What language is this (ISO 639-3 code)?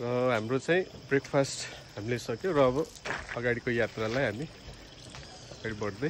nep